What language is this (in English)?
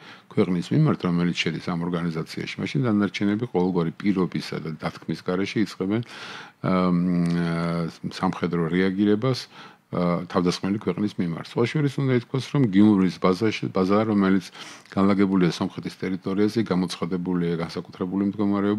Georgian